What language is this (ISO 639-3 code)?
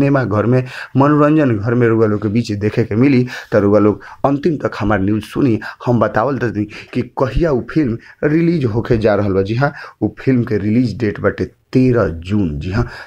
bho